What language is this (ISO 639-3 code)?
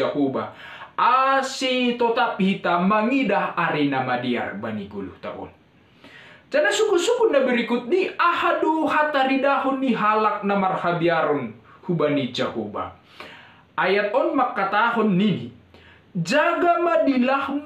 bts